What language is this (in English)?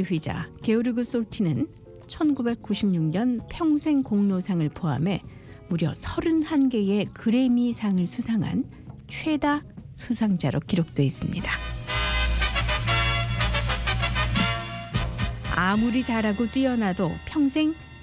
Korean